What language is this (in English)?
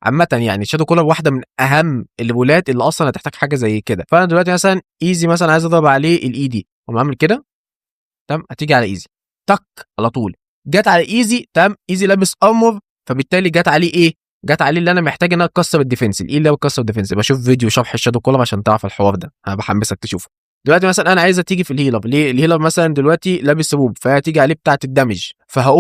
Egyptian Arabic